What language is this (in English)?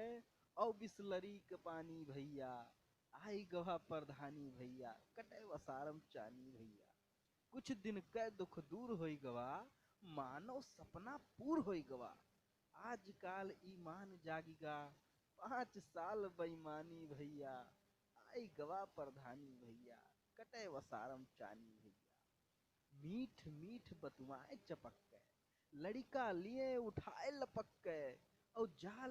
Awadhi